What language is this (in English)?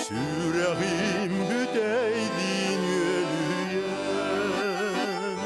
Yakut